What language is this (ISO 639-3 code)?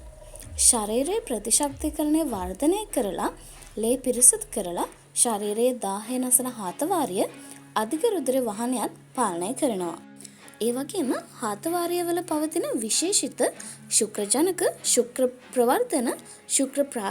sin